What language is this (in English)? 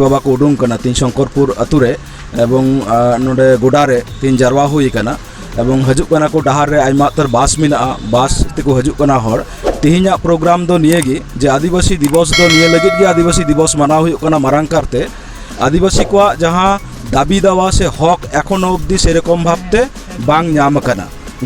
Santali